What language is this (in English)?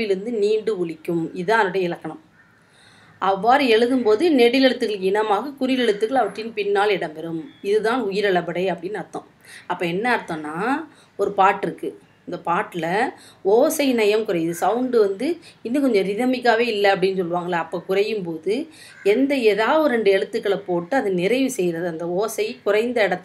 Tamil